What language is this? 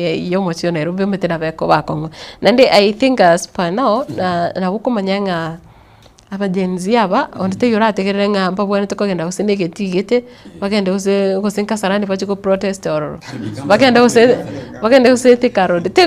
Gusii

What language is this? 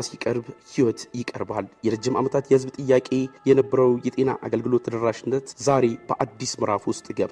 Amharic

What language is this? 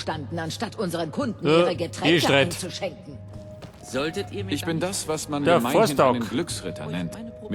Bavarian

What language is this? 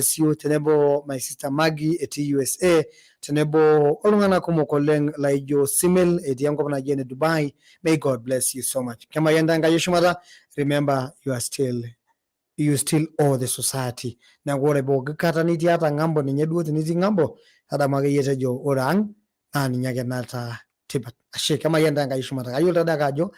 Masai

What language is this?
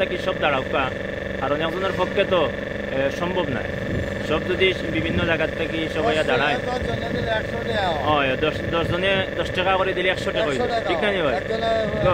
Sylheti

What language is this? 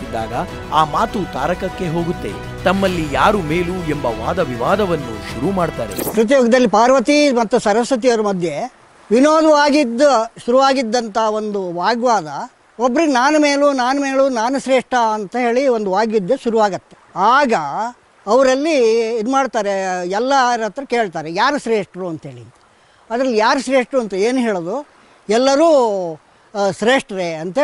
Kannada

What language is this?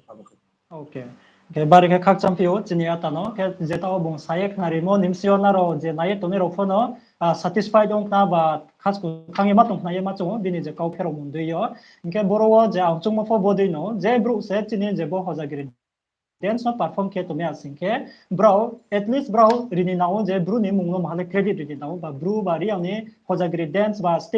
Riang (India)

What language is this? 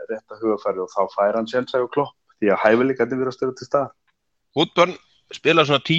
Icelandic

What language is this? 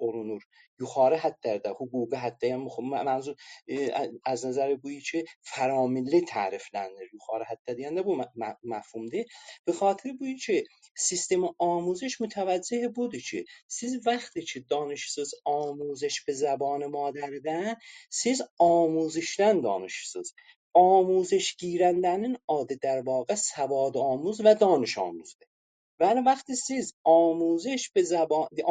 South Azerbaijani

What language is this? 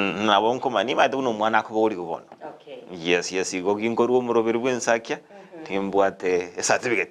Gusii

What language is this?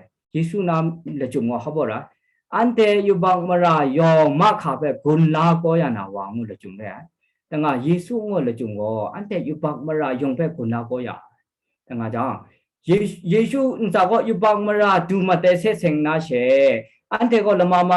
Kachin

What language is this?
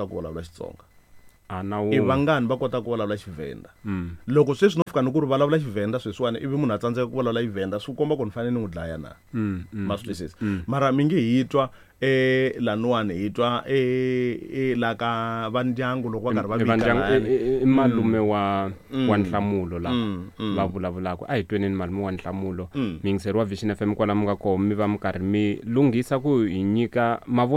Tsonga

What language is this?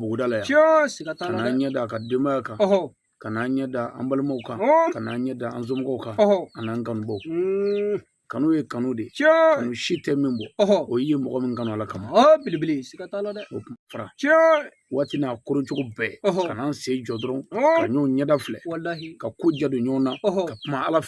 Bambara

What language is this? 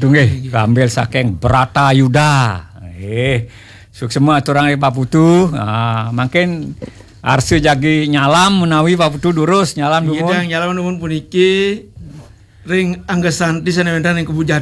Balinese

